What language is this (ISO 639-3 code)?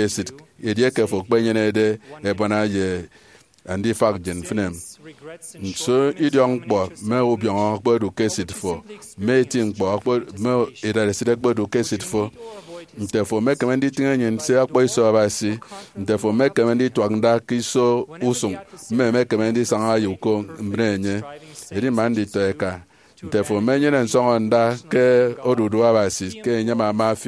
efi